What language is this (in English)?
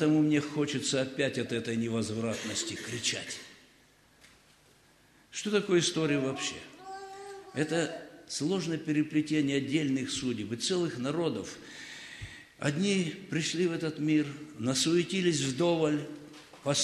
Russian